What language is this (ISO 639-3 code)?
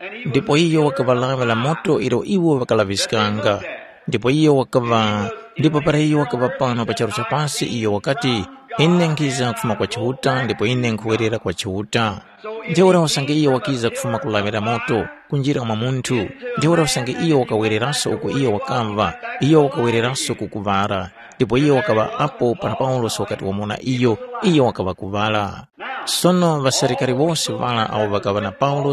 tum